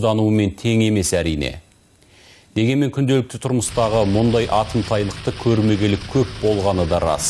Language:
Kazakh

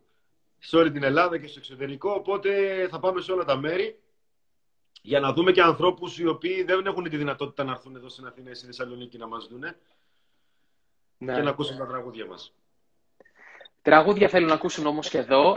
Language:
Greek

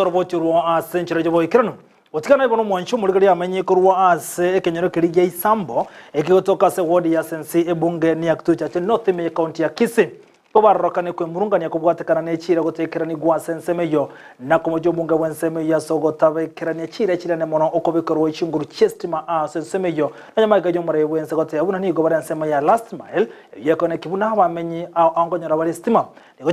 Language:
Gusii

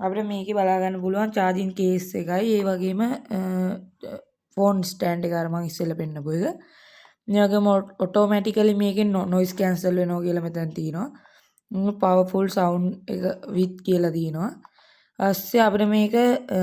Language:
Sinhala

